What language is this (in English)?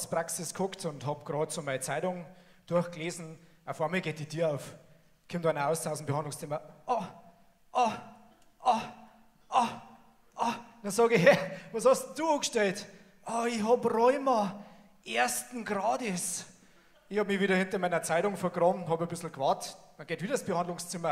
Bavarian